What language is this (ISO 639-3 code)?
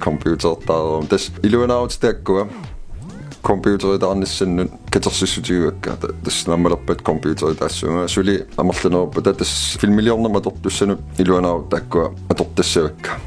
kal